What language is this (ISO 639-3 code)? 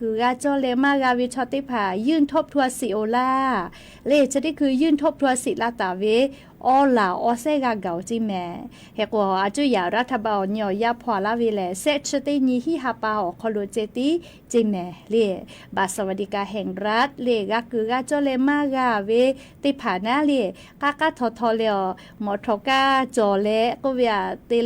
lhu